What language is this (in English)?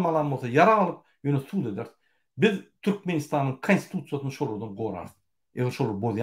Turkmen